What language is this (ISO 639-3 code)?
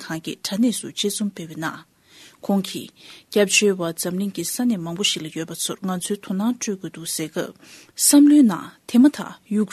bod